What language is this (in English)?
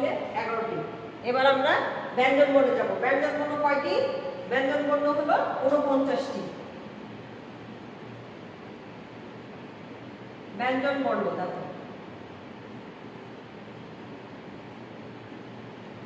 Bangla